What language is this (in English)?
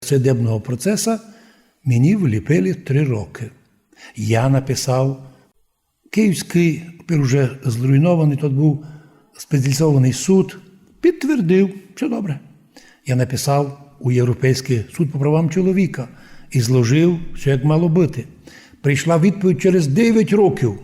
Rusyn